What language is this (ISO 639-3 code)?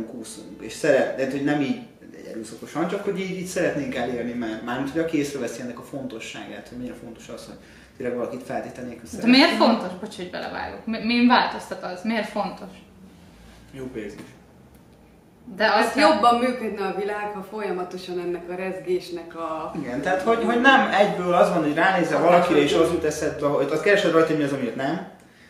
hun